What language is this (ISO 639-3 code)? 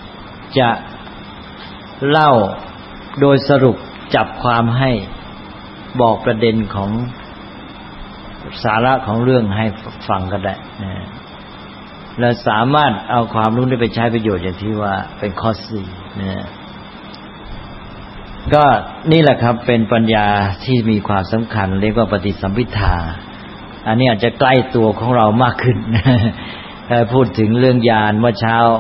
tha